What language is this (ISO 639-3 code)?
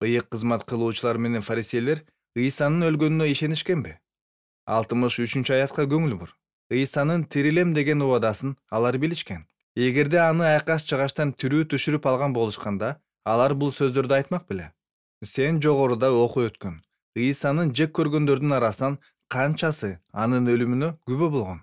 kir